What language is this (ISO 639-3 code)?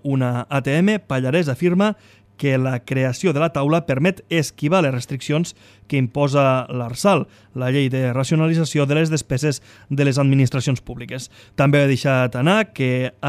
cat